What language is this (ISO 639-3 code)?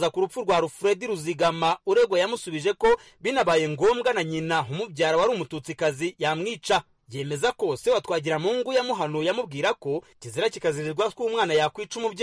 kin